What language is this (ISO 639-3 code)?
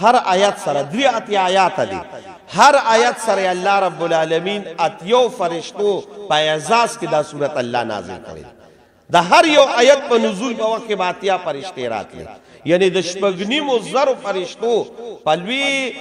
pus